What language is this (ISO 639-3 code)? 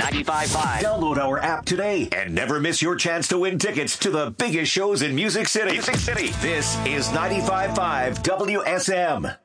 eng